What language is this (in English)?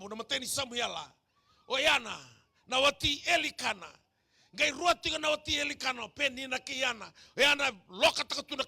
Fijian